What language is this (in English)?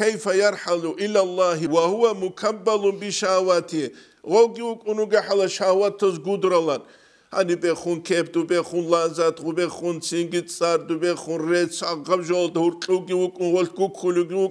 Avaric